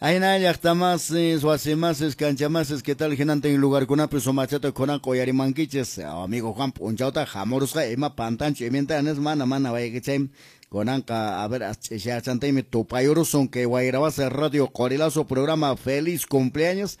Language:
Quechua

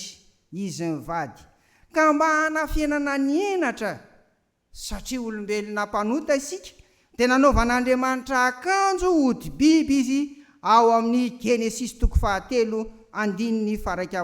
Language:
Malagasy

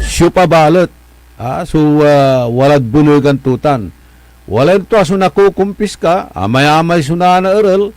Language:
Pangasinan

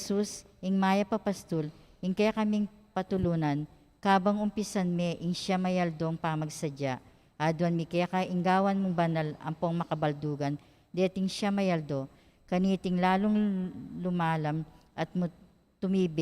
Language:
Pampanga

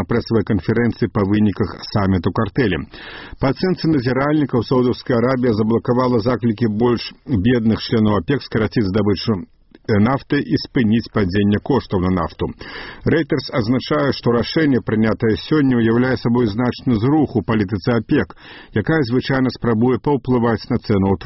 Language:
Belarusian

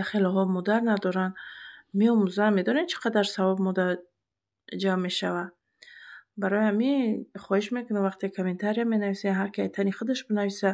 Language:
Tajik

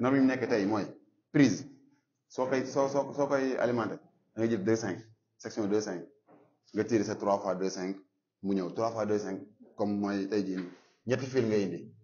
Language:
Wolof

